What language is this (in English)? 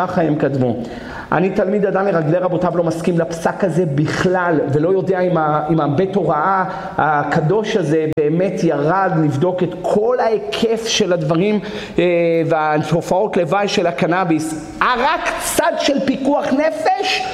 Hebrew